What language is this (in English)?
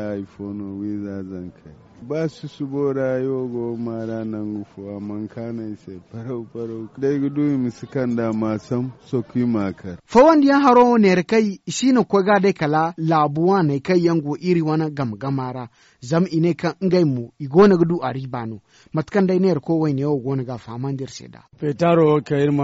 Zarma